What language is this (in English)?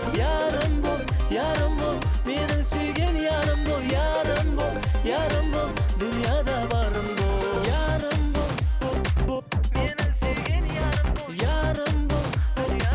Kara-Kalpak